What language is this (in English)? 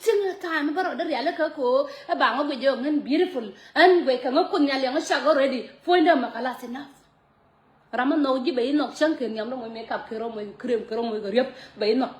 Nuer